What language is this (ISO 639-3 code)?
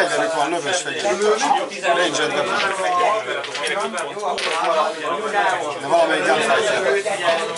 hun